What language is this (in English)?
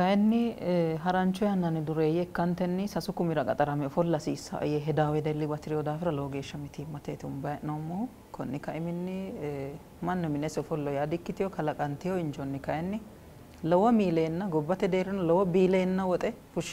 Sidamo